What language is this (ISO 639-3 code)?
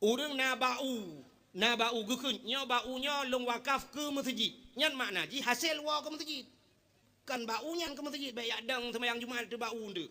ace